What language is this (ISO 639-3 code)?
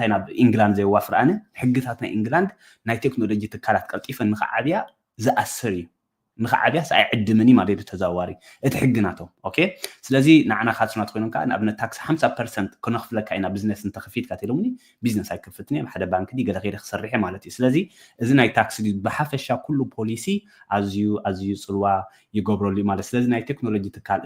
tir